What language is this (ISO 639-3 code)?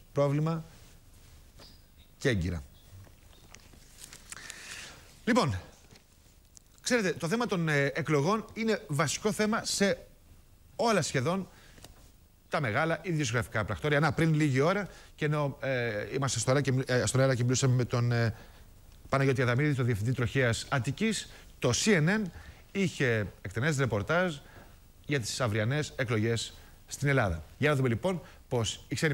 ell